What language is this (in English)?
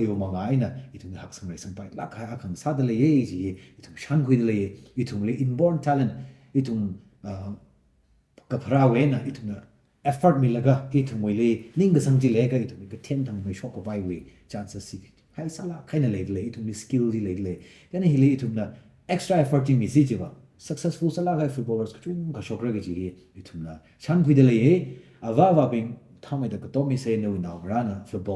Tangkhul Naga (India)